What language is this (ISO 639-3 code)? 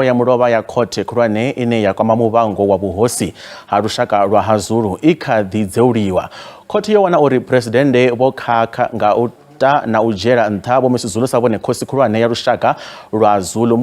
ven